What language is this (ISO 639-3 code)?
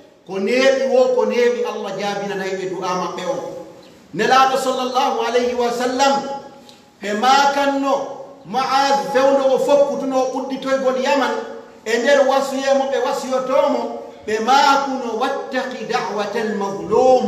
fuf